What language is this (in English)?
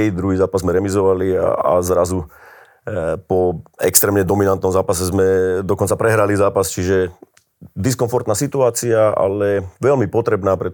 Slovak